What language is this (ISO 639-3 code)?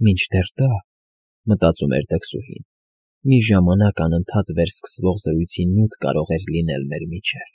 hye